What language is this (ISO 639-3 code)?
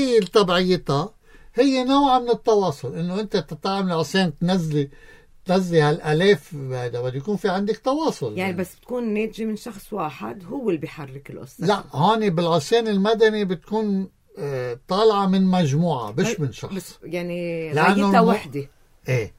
apc